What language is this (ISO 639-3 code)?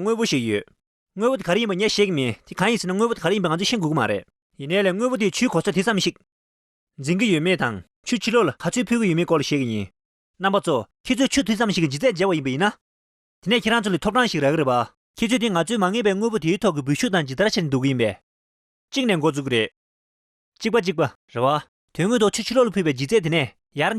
bod